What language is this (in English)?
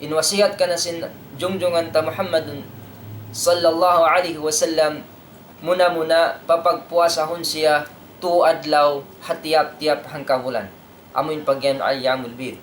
Tausug